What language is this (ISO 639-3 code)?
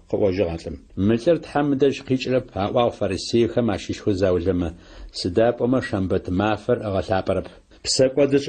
ady